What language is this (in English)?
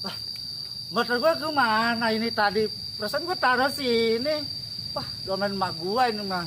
Betawi